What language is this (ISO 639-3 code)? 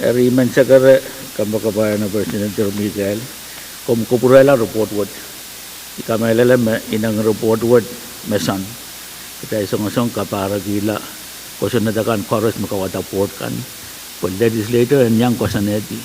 pon